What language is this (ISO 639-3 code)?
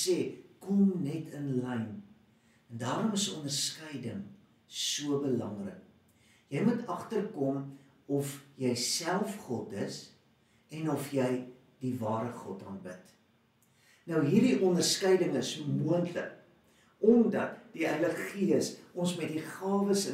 afr